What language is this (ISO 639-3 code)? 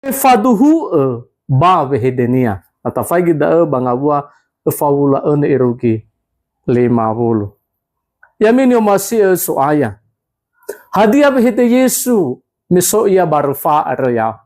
nia